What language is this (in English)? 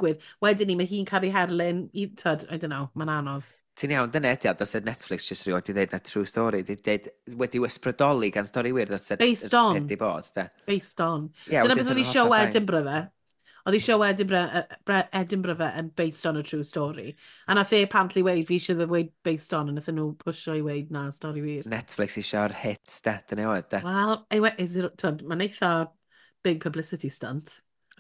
Welsh